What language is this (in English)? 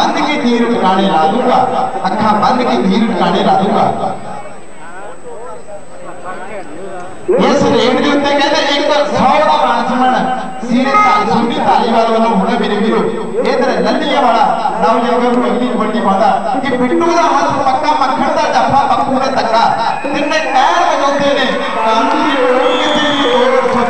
Punjabi